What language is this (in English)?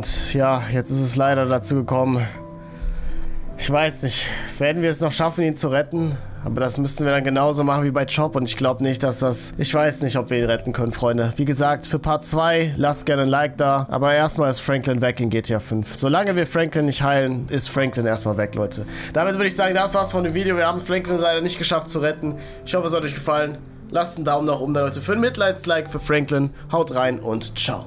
German